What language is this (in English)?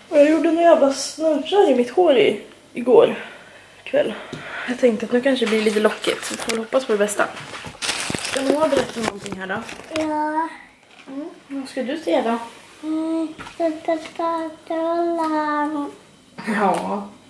Swedish